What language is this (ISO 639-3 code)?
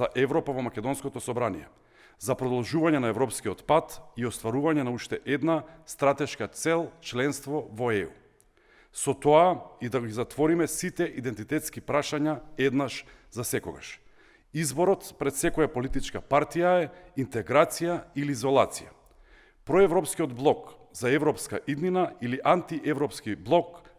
mkd